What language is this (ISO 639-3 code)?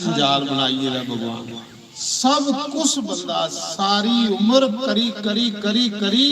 doi